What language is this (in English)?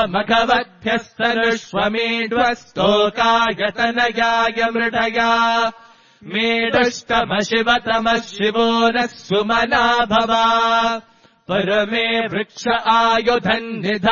Sanskrit